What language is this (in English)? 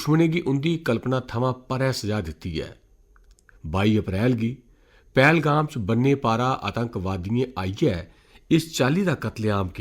Dogri